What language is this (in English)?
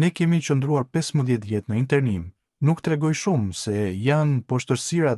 Albanian